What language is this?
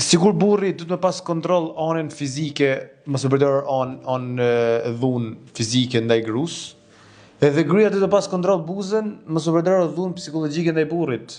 Albanian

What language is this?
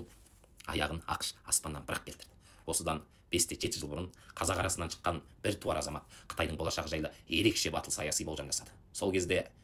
Kazakh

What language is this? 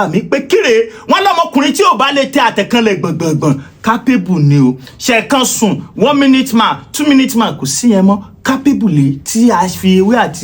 Yoruba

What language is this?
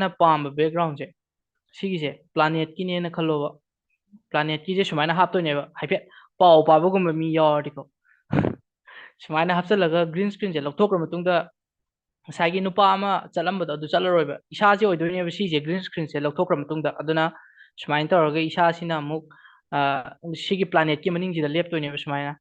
Manipuri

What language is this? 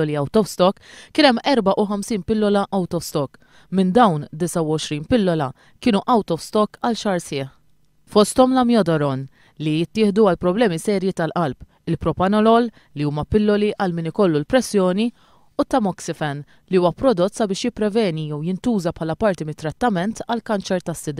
Maltese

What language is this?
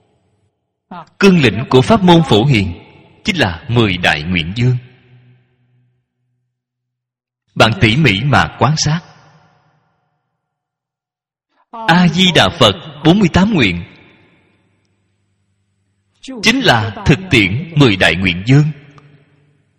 Vietnamese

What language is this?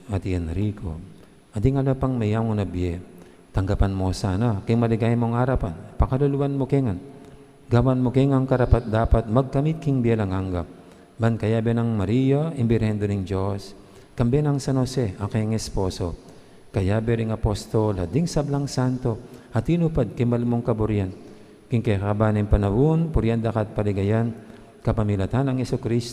Pampanga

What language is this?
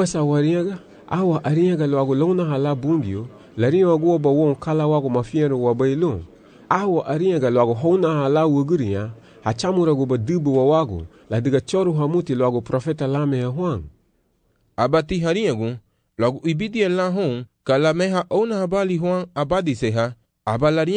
Garifuna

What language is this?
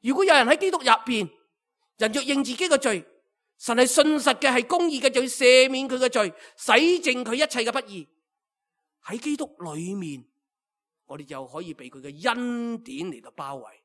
Cantonese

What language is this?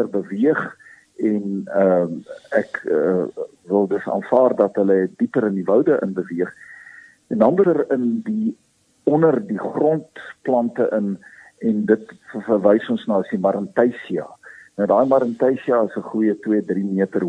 Afrikaans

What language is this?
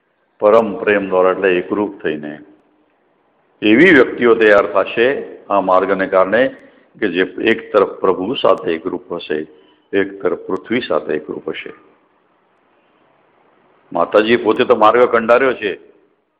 Gujarati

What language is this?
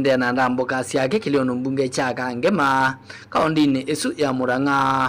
Kamba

